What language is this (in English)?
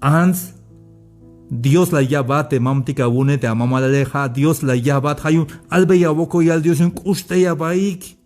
Tzeltal